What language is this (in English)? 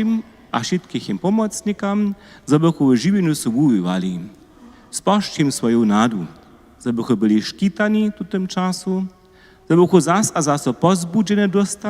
Upper Sorbian